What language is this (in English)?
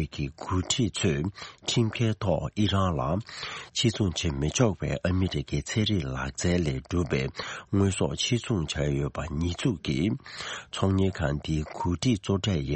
Tibetan